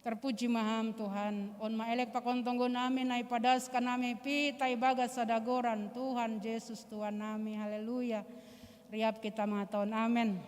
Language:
Batak Simalungun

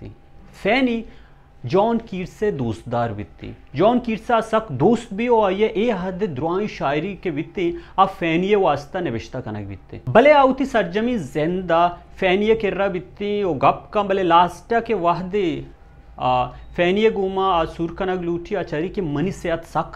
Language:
Baluchi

